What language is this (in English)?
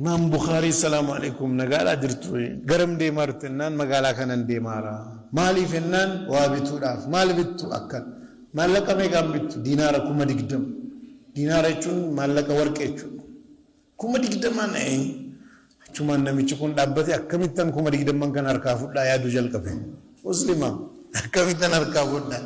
Oromo